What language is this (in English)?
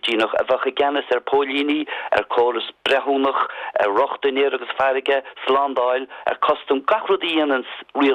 Irish